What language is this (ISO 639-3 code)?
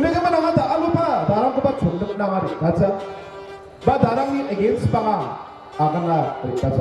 grt